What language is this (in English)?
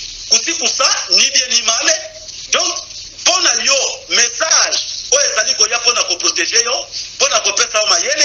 Lingala